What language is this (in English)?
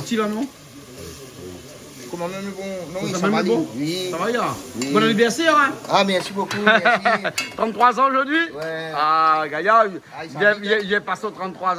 Réunion Creole French